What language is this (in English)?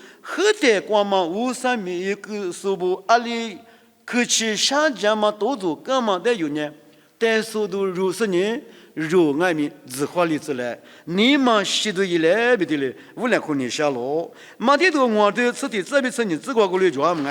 Lisu